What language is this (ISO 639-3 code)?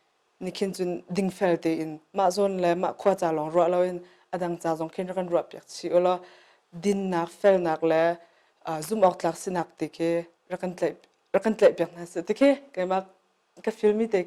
cnh